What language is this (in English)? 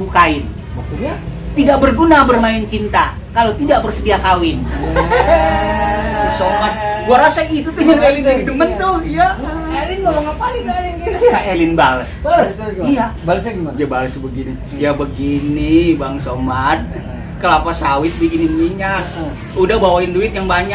Betawi